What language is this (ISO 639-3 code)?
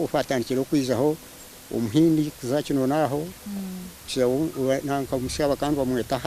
nyn